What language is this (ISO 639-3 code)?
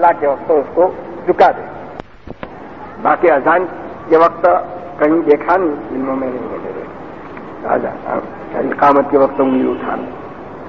urd